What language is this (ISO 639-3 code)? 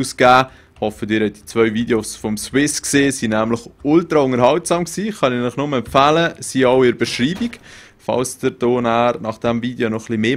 gsw